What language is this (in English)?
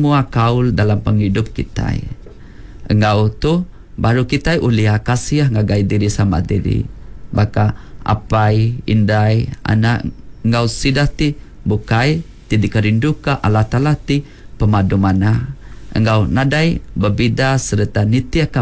Iban